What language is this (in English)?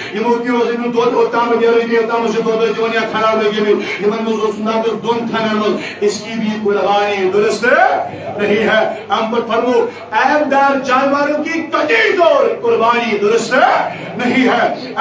Kashmiri